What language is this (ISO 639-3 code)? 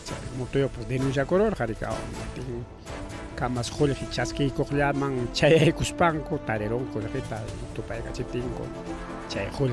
quy